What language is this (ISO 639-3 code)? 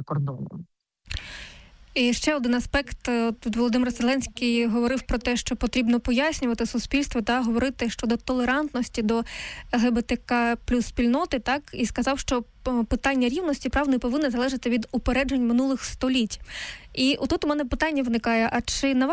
ukr